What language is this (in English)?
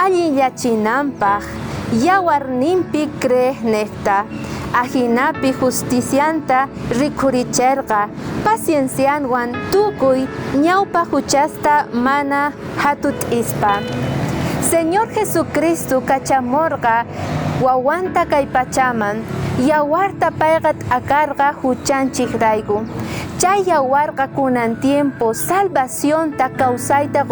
South Bolivian Quechua